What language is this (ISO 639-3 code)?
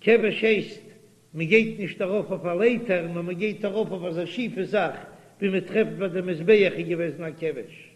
yid